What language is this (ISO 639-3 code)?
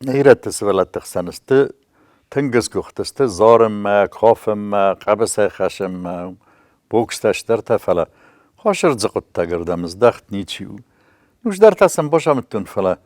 oss